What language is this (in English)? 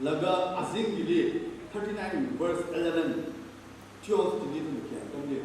Tangkhul Naga (India)